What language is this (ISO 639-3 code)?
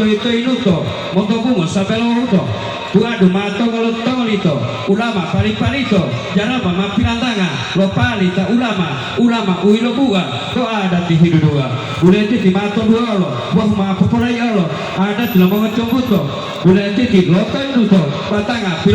gor